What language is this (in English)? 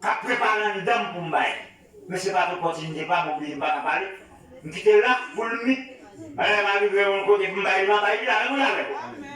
Haitian Creole